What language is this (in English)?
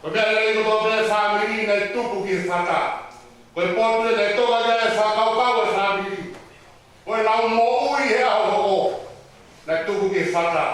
Tongan